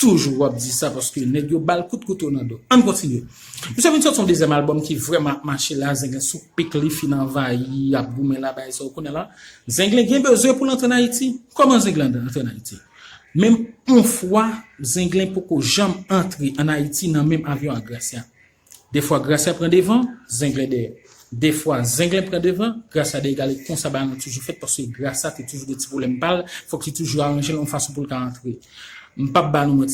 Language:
Haitian Creole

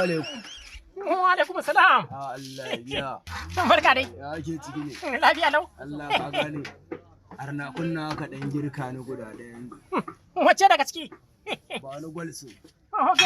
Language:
Hausa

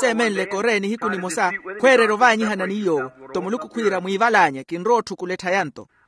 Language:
Makhuwa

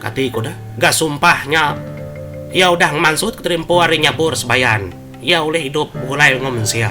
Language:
Iban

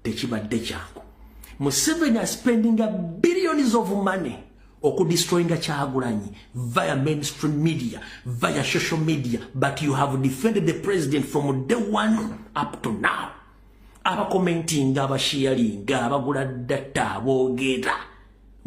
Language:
Ganda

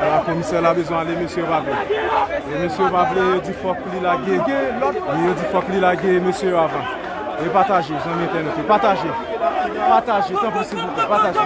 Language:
Haitian Creole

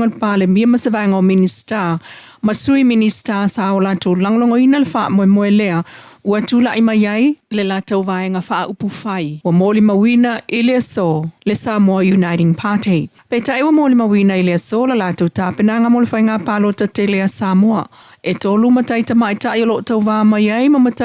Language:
Samoan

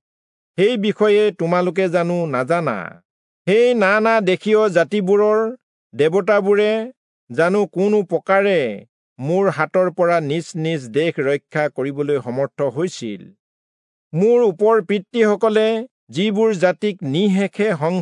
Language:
Assamese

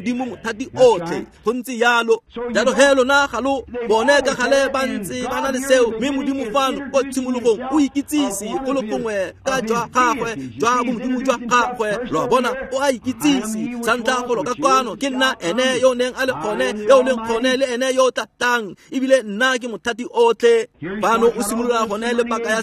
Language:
Tswana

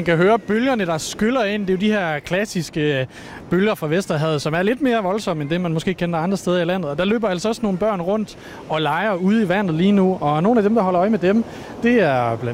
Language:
Danish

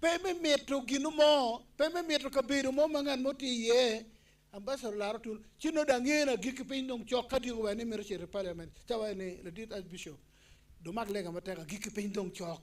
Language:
Acoli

